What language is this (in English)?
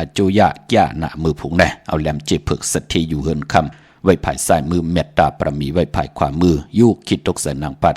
Shan